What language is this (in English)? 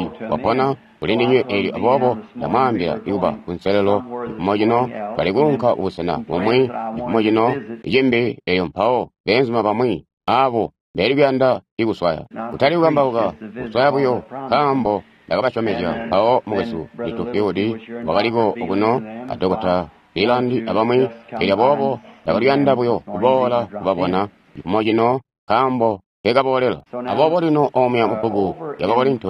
Tonga (Zambia)